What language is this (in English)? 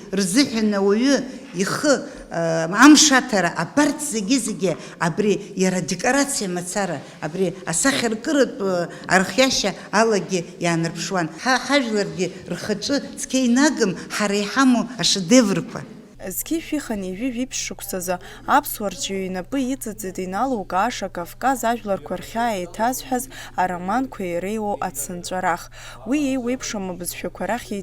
Abkhazian